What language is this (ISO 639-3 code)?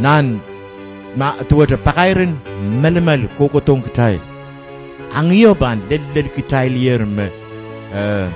pon